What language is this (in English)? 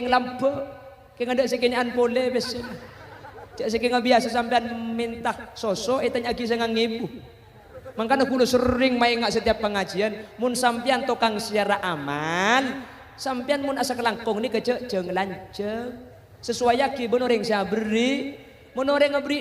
Madurese